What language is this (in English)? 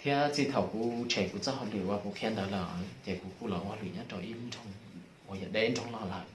Hmong